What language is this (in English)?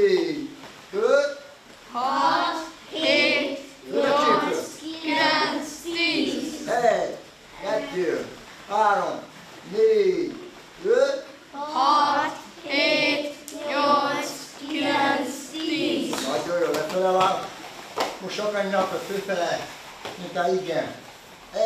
Hungarian